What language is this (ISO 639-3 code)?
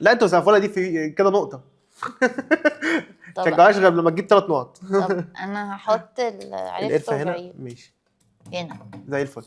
arz